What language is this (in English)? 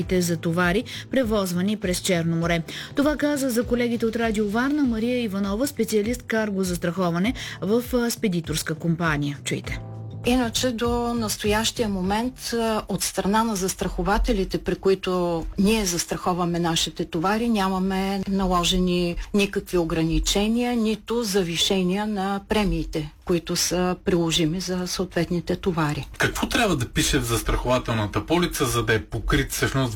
Bulgarian